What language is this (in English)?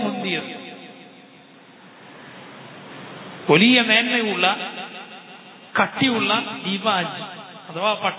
Malayalam